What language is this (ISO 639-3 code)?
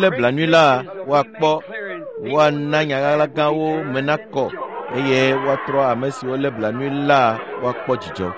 ewe